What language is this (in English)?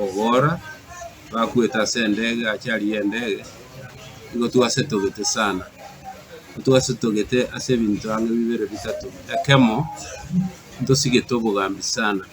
Gusii